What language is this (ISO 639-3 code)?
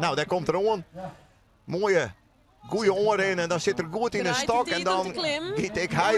fry